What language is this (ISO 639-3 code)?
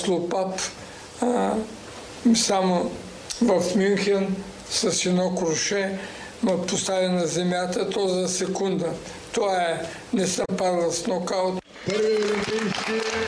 bul